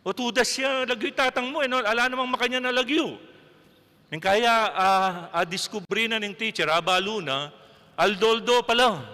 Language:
Pampanga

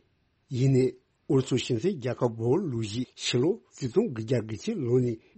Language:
Tibetan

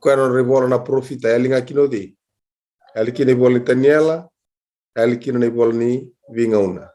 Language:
Fijian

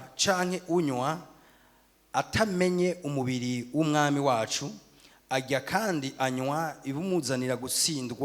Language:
Rundi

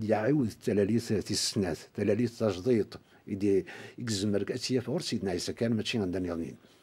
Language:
Kabyle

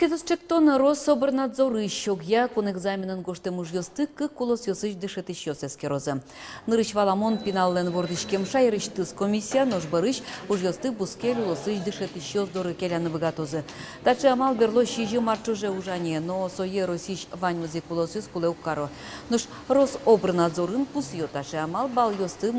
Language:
Udmurt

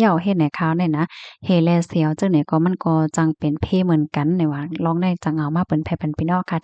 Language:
Shan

